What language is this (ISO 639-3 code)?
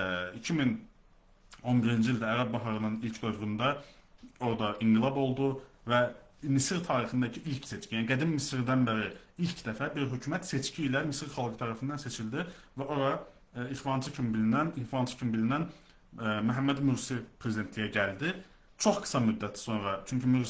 aze